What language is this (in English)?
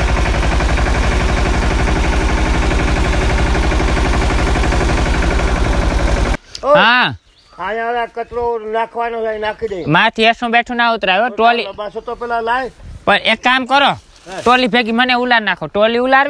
Gujarati